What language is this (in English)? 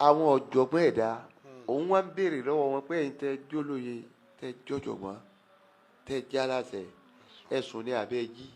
Yoruba